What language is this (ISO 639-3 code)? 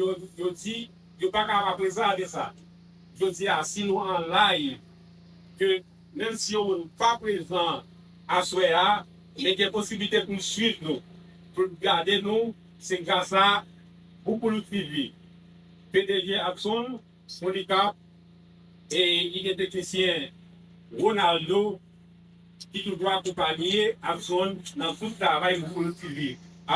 hat